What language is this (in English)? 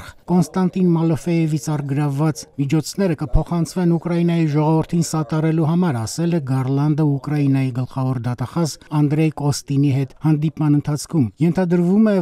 Armenian